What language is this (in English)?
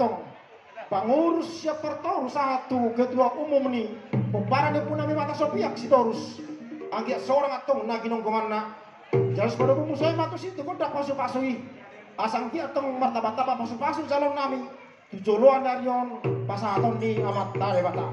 Batak Toba